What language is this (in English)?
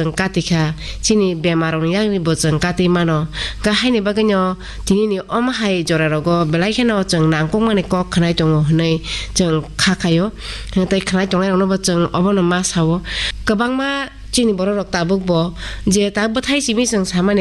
Kok Borok